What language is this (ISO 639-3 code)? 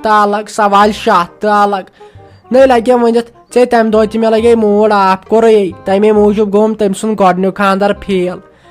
kas